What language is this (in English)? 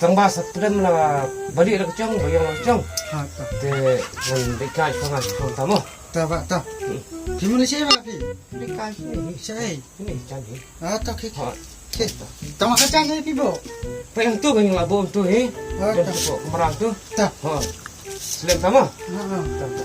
Khasi